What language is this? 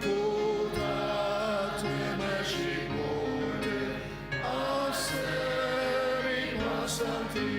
Ao Naga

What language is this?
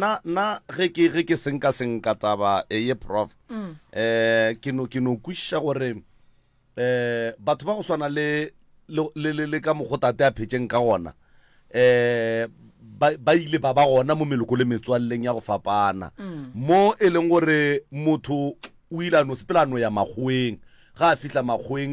Northern Sotho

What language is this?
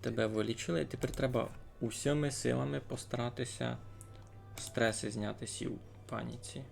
Rusyn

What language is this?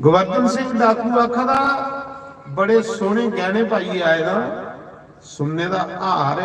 Dogri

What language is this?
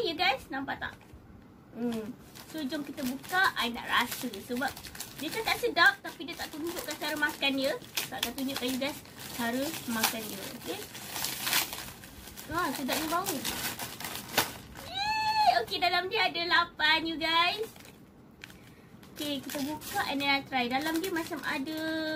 Malay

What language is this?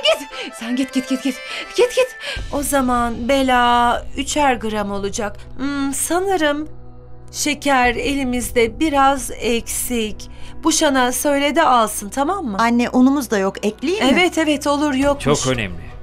Turkish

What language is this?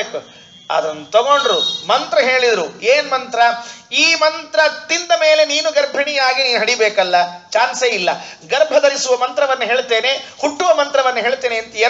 Kannada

